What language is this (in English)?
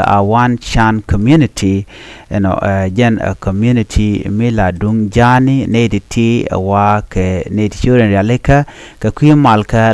Nuer